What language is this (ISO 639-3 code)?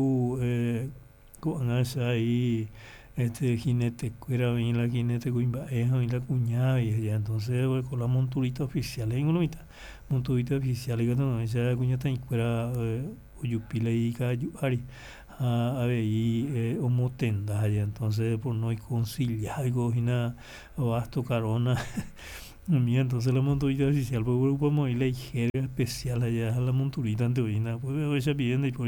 grn